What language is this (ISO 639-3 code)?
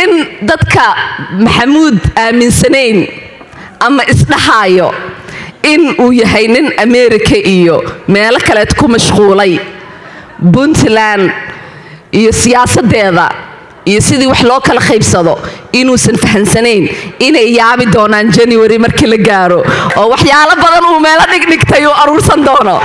som